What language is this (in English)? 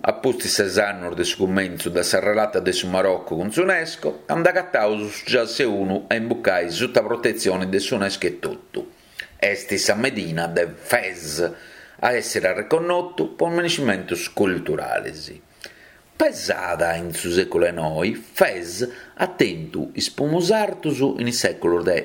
Sardinian